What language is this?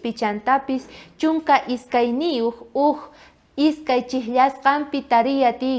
South Bolivian Quechua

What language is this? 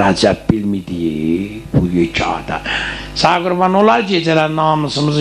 South Azerbaijani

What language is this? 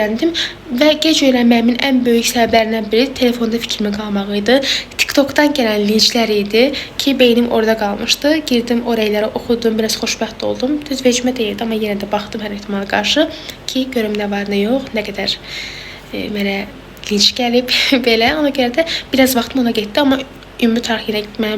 Azerbaijani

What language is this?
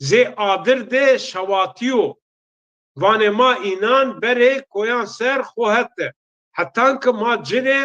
Zaza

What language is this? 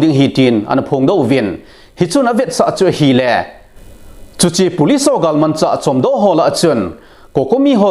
Thado Chin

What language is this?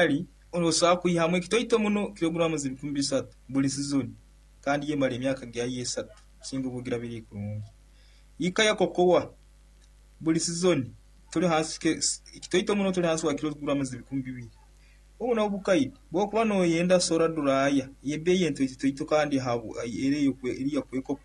Nyoro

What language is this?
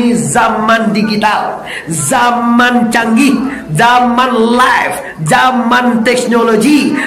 Minangkabau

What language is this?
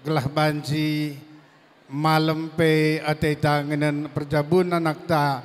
Batak Karo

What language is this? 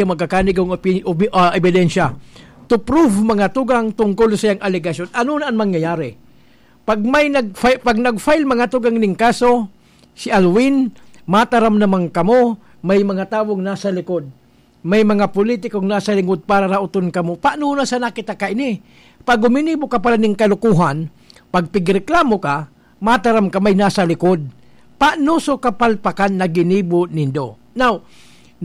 Bikol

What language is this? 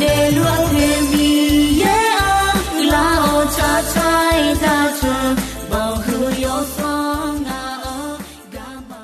Akha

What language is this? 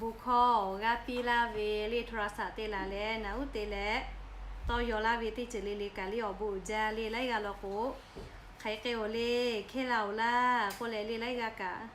Lahu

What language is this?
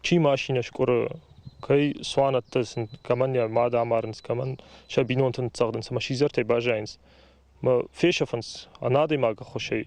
Ossetic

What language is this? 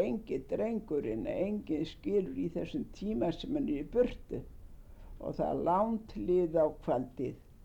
Icelandic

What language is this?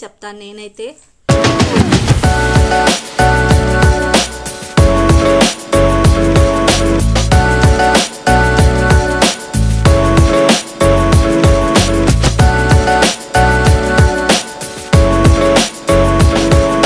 Telugu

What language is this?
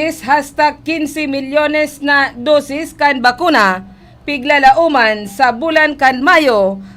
Bikol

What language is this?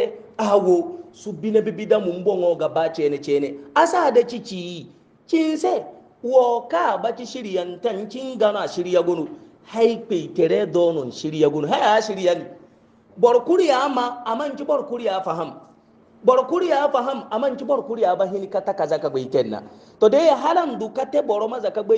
Hausa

